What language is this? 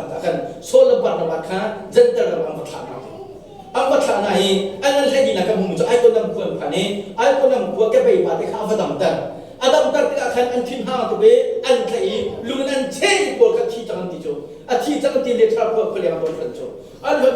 Hakha Chin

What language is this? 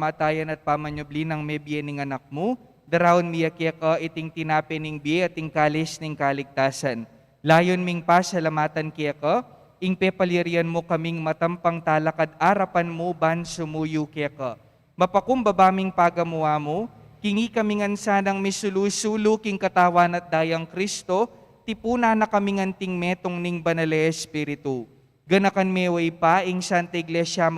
Pampanga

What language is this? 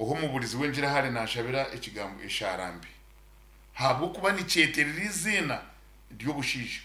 Nyankole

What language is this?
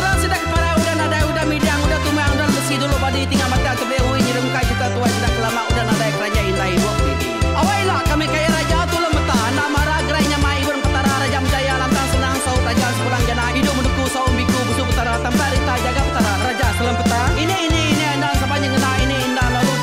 Iban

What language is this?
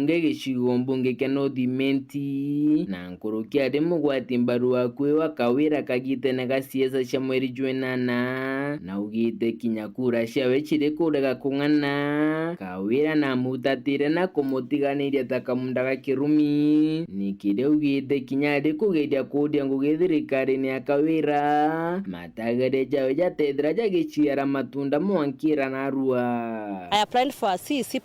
Meru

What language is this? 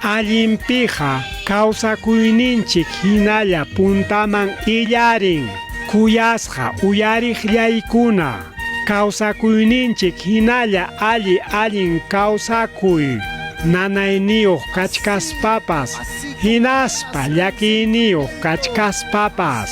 Ayacucho Quechua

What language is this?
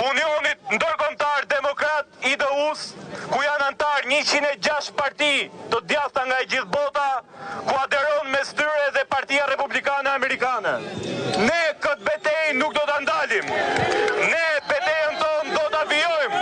Albanian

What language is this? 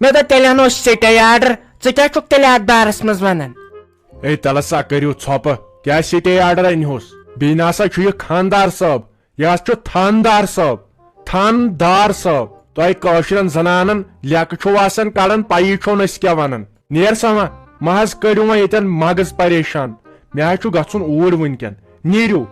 Kashmiri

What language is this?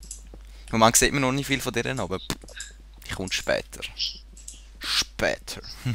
Swiss German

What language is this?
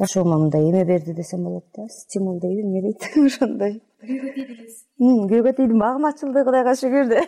Kyrgyz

